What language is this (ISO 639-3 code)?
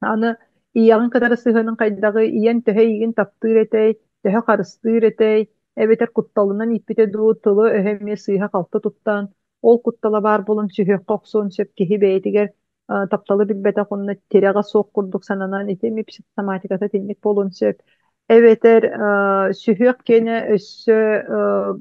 sah